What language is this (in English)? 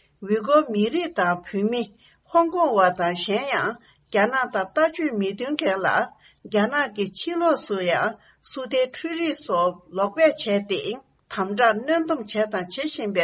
Tibetan